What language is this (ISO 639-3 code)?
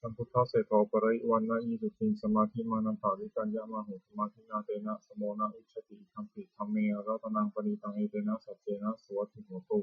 pli